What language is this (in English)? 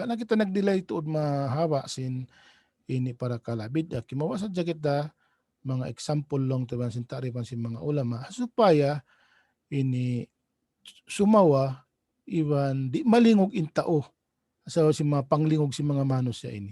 Tausug